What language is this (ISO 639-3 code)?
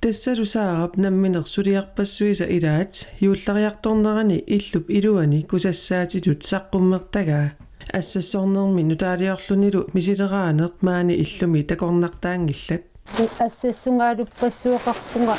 kal